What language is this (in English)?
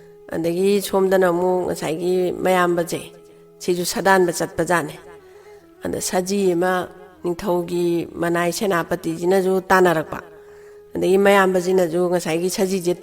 Manipuri